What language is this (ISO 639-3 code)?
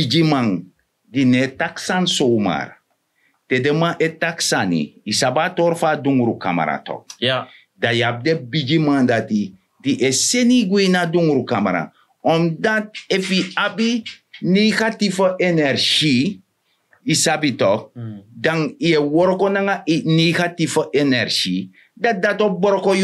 srn